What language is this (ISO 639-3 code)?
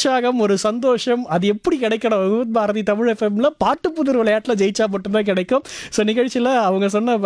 tam